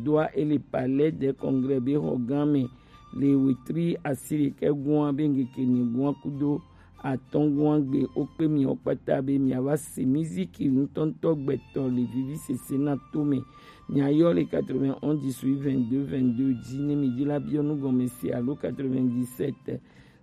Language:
Gen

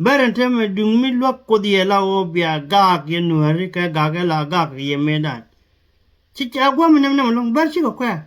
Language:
Nuer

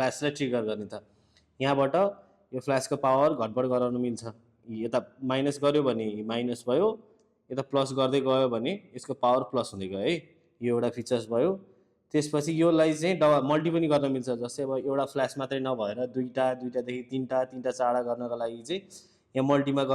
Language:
Nepali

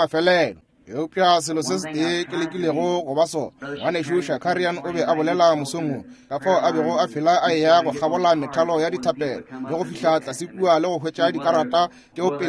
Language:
Northern Sotho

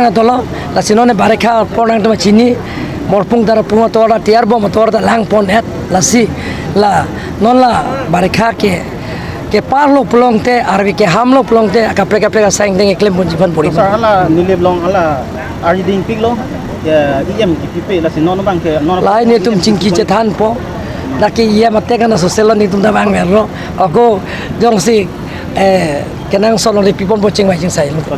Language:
Karbi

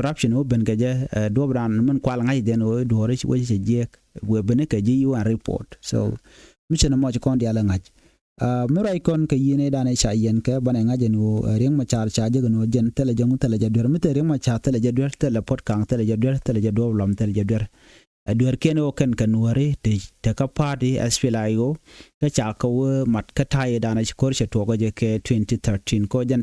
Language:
Nuer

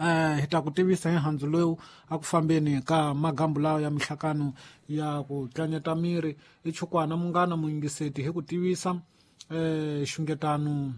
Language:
Tsonga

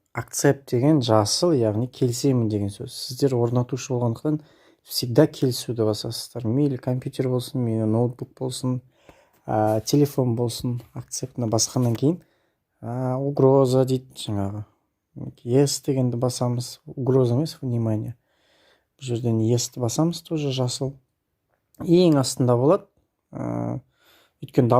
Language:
Kazakh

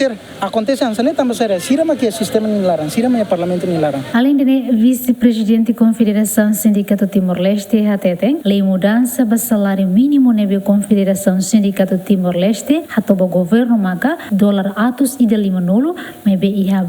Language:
Tetum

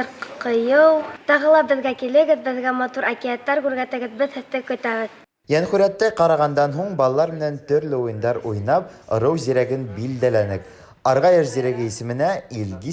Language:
Bashkir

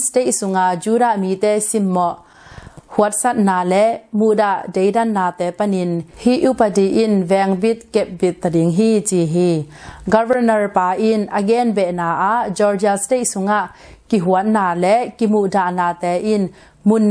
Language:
Tedim Chin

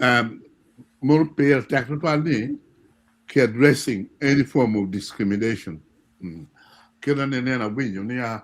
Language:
Acoli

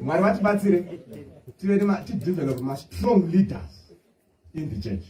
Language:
Shona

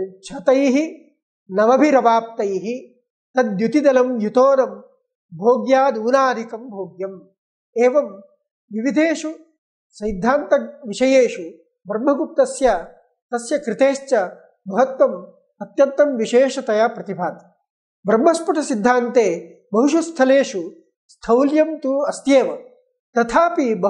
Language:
Sanskrit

